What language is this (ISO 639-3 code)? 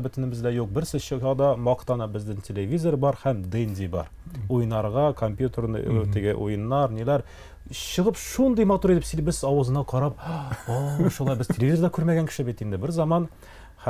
tat